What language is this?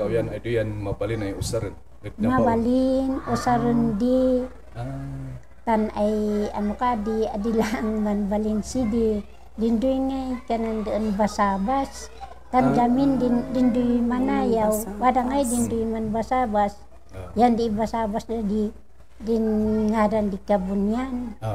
Kankanaey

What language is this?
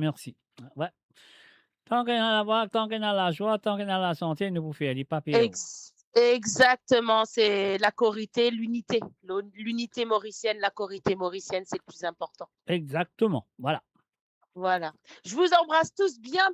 Morisyen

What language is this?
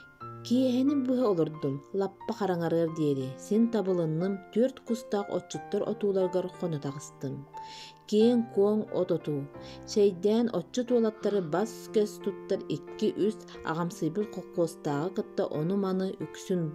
Yakut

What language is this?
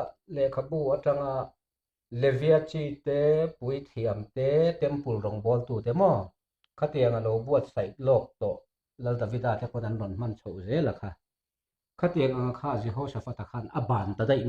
Mizo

